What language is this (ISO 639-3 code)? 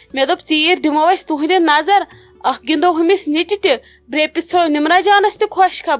kas